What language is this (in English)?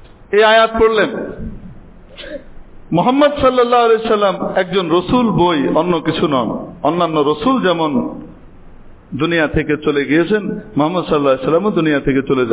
Bangla